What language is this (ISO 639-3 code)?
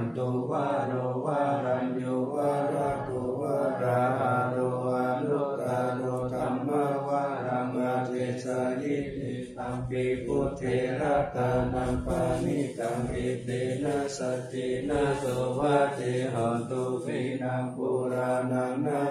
pli